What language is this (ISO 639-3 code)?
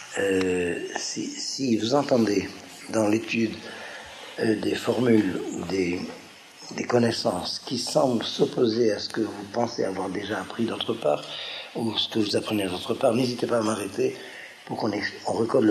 fra